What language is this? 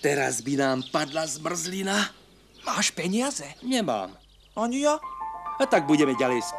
Slovak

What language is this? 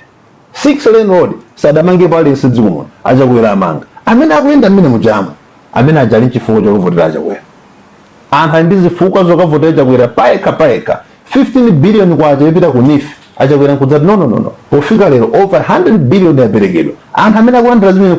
Nyanja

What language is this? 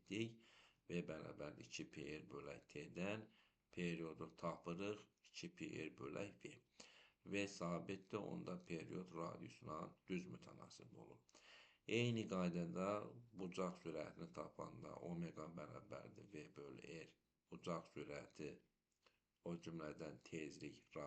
Azerbaijani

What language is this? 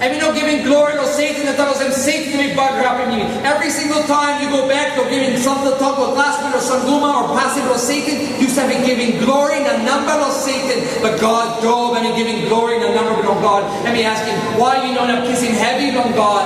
Tok Pisin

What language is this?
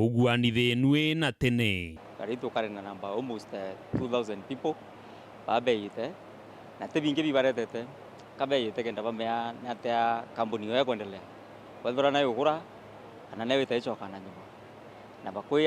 Meru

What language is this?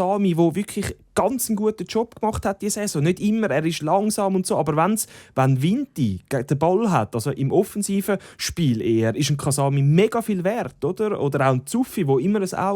Swiss German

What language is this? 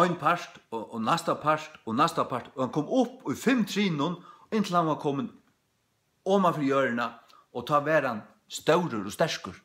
Faroese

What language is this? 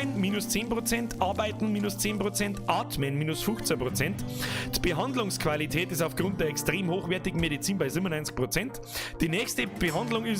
Bavarian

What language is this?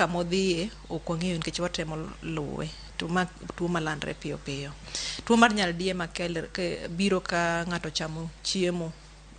Luo (Kenya and Tanzania)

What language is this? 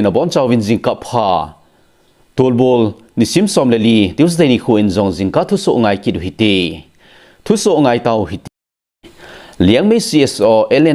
Thado Chin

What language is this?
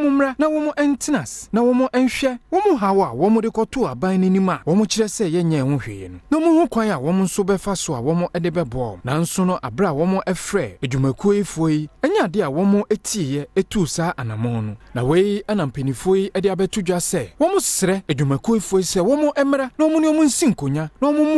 Akan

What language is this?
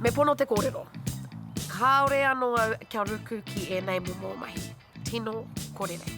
Māori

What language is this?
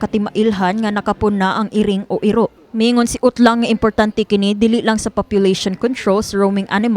Cebuano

